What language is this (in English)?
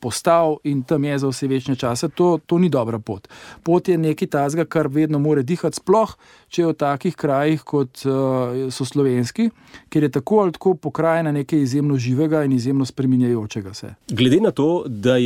Slovenian